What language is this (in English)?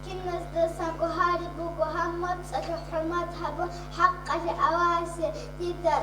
Avaric